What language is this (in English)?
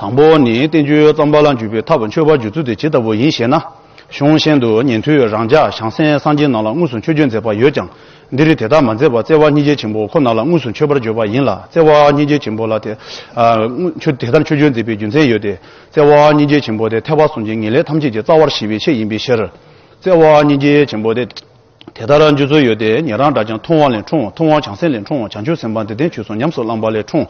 Tibetan